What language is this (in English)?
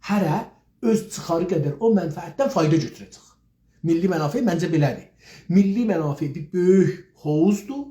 South Azerbaijani